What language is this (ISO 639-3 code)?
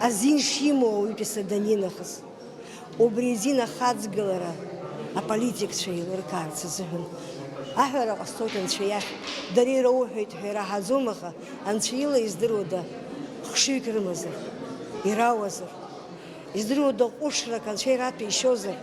abk